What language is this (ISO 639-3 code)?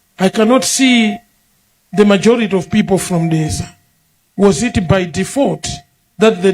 nya